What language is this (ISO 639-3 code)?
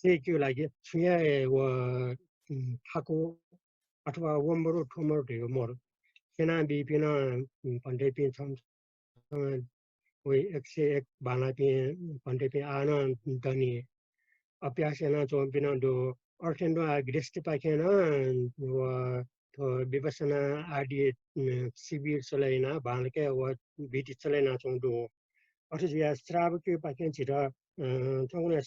new